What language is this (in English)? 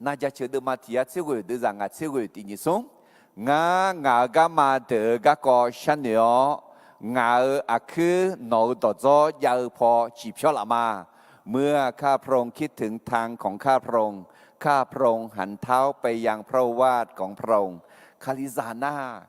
Akha